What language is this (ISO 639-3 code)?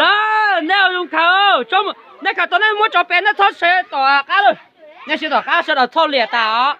hmn